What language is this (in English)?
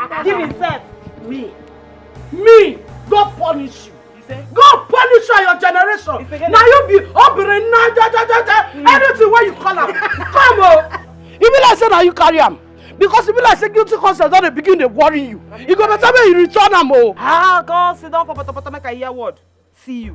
Nigerian Pidgin